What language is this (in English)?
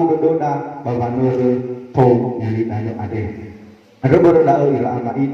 Nias